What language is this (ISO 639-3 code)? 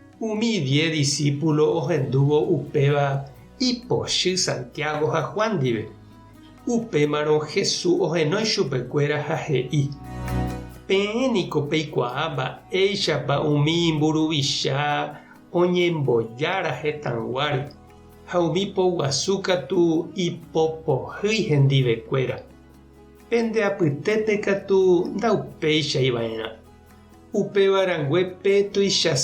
grn